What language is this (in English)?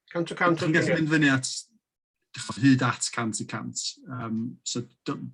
Welsh